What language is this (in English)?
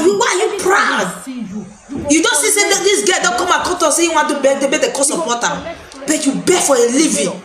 Nigerian Pidgin